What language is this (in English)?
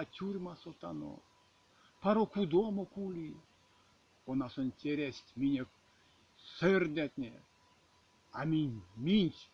Erzya